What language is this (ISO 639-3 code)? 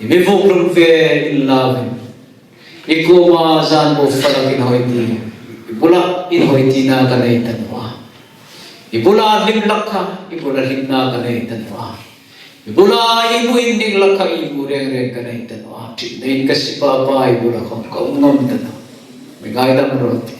hmr